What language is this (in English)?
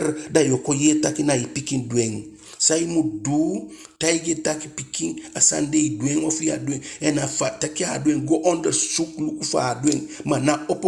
Eastern Maroon Creole